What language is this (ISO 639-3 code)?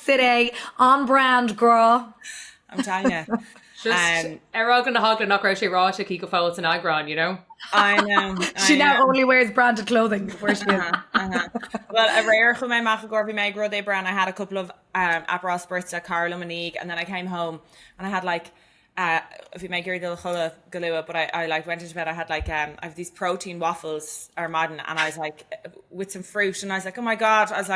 gle